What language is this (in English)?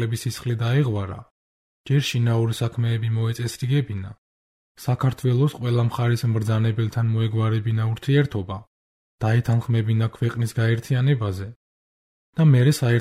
Georgian